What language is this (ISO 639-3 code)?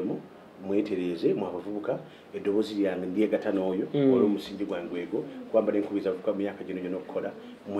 lug